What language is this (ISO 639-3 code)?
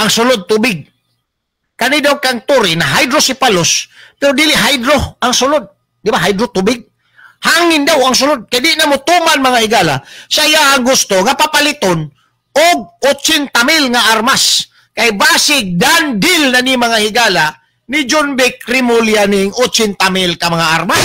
ceb